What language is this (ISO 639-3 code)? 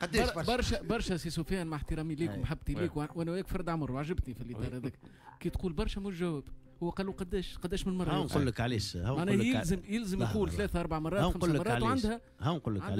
aeb